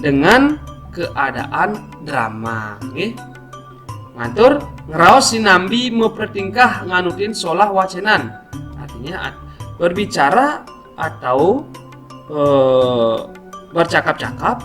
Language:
Balinese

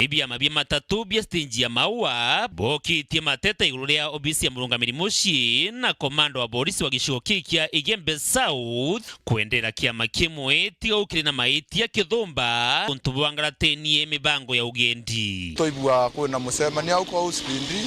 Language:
Meru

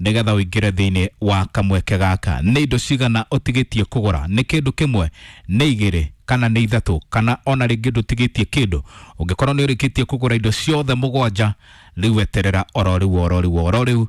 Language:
Kikuyu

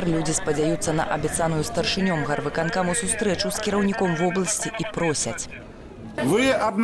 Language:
Belarusian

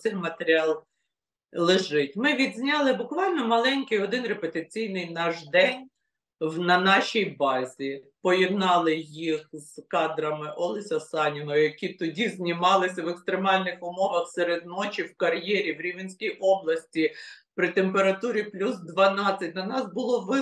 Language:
Ukrainian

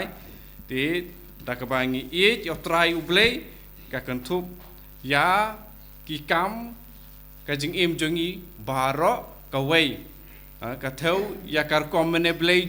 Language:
Khasi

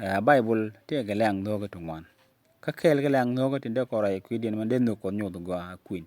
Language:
Nuer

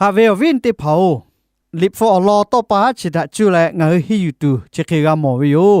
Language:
Lahu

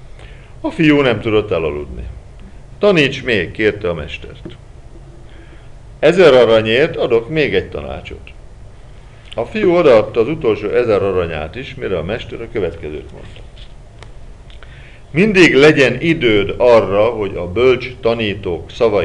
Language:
Hungarian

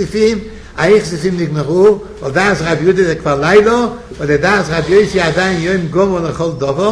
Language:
Hebrew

